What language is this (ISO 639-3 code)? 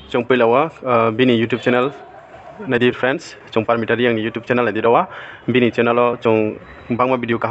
ria